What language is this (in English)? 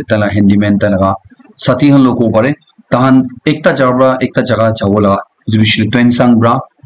Naga Pidgin